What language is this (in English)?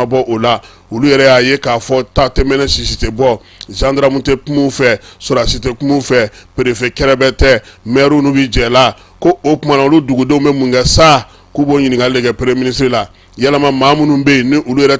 Bambara